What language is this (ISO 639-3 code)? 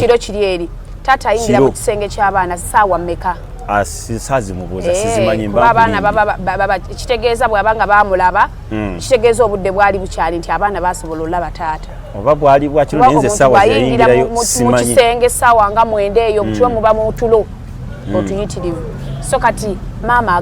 lug